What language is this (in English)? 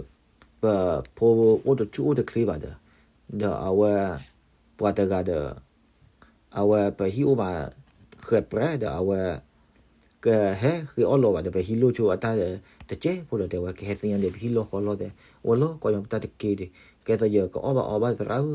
S'gaw Karen